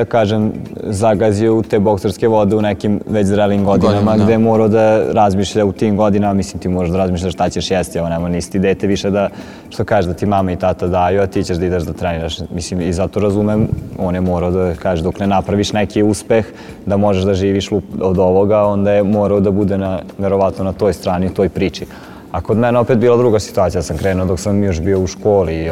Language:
Serbian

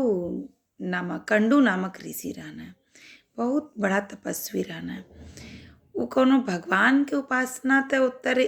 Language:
Bhojpuri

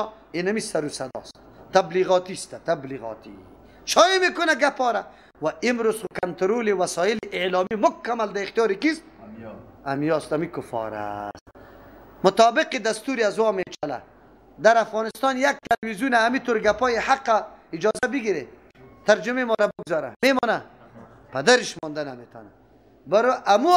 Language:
Persian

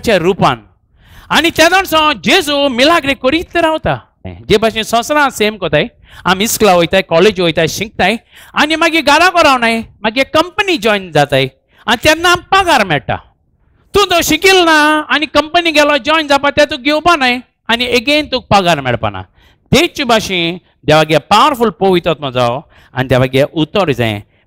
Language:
Konkani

